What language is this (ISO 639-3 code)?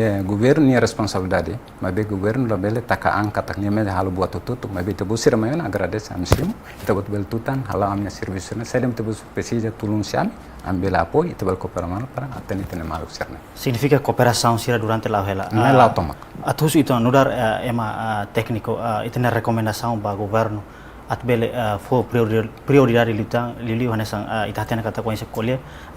tet